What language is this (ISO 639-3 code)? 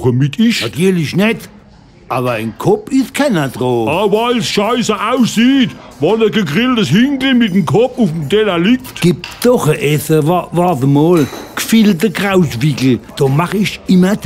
pfl